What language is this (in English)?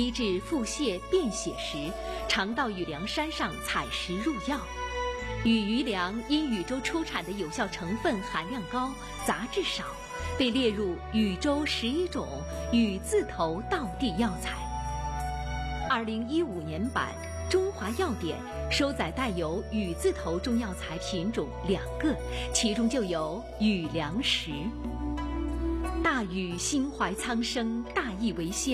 Chinese